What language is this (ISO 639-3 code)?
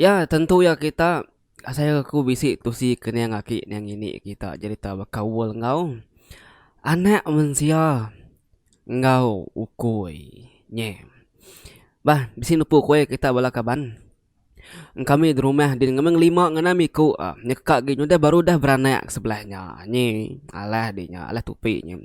iba